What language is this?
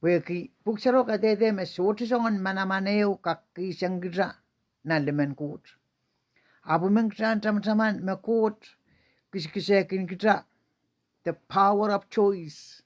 Pohnpeian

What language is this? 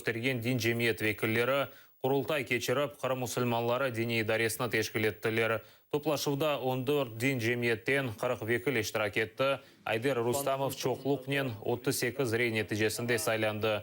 Crimean Tatar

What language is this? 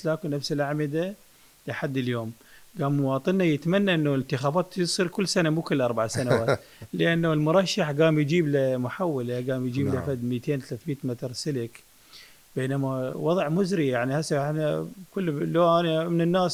Mesopotamian Arabic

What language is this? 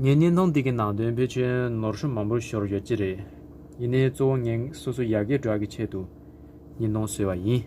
Tibetan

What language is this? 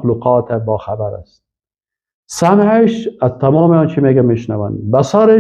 Persian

